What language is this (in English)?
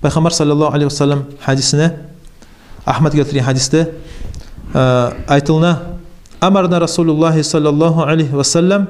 Kumyk